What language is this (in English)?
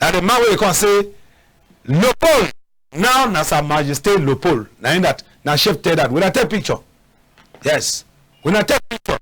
Cameroon Pidgin